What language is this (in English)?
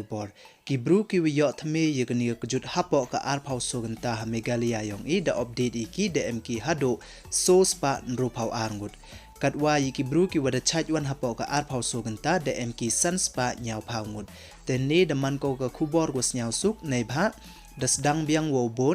Pnar